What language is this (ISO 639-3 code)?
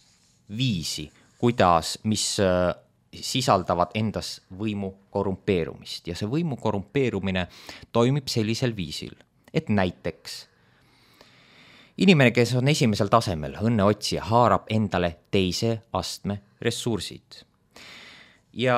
est